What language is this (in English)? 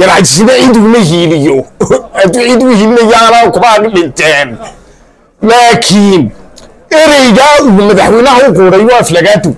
Somali